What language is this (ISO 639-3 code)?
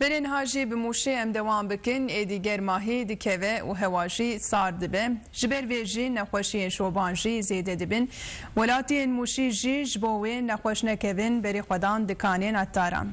kur